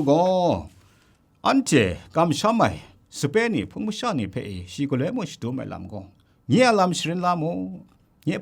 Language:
Kachin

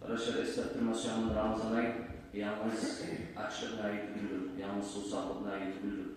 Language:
Kumyk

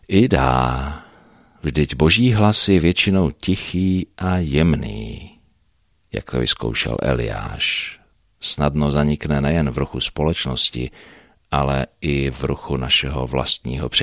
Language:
Czech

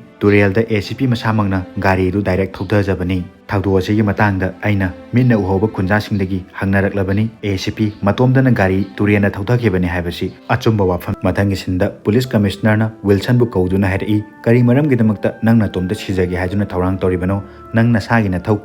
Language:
Manipuri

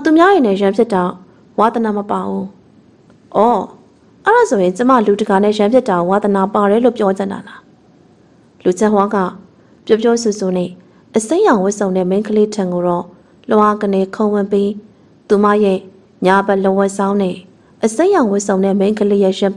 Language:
Burmese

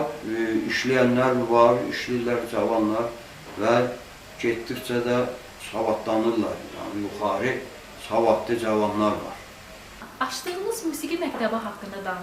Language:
South Azerbaijani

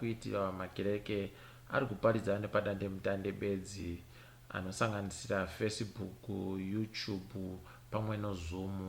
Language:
Ndau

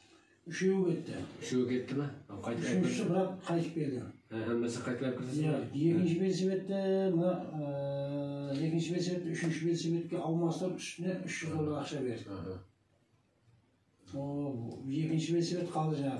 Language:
Kazakh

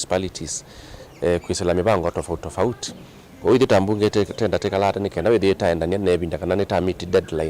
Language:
Kamba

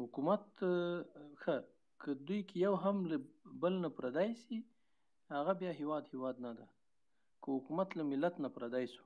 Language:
Pashto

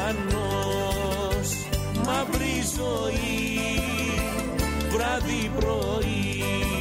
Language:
Greek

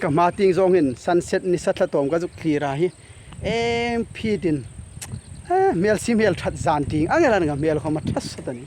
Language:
Hmar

